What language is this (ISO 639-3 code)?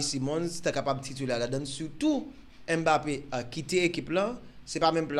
hat